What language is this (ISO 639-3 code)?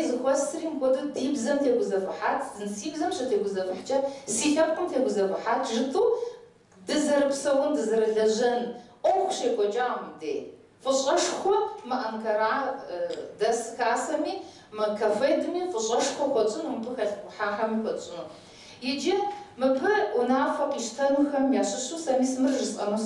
kbd